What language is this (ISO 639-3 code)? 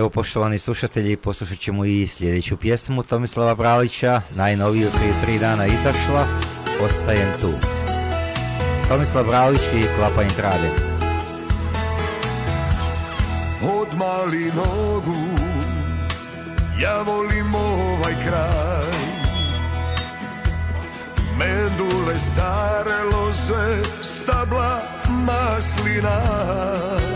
hrv